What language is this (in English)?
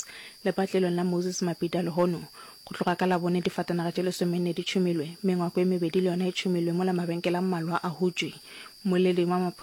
Northern Sotho